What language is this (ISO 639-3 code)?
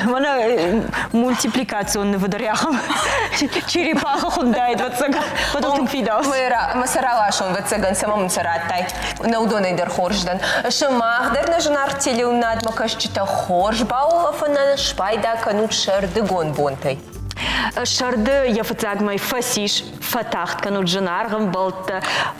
oss